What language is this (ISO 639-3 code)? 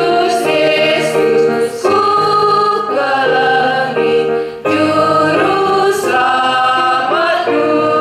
btx